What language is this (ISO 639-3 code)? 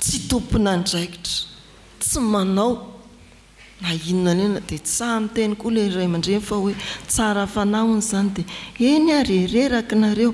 mlg